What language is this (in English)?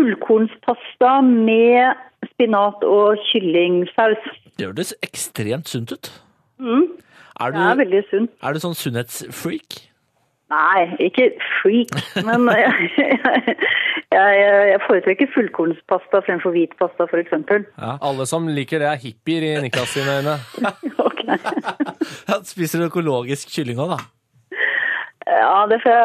Norwegian